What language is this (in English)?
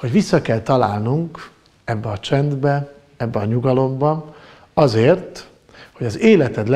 Hungarian